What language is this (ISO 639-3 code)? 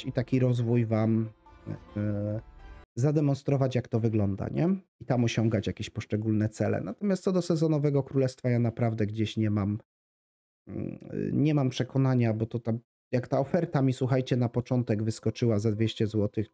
pol